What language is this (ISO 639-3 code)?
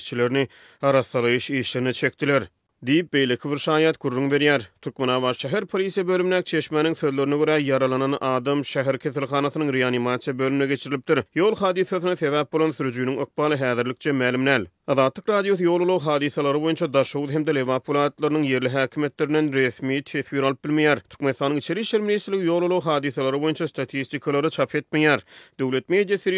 tuk